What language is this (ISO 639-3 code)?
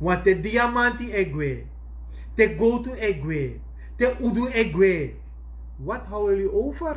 srn